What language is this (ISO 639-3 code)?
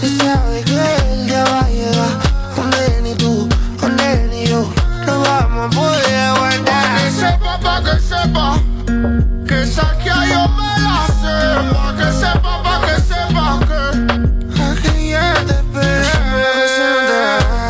spa